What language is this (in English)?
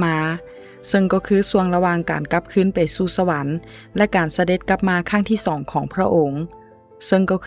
Lao